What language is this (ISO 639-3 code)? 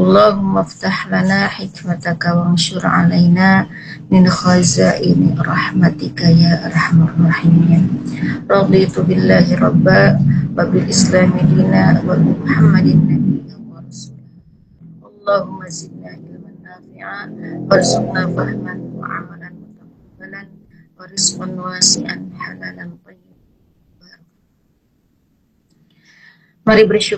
ind